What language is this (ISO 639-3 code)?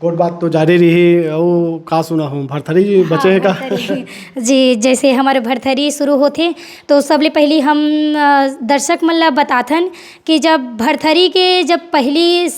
hne